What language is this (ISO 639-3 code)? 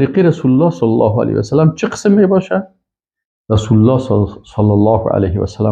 fas